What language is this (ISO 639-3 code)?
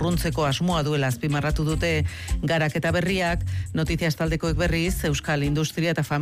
eus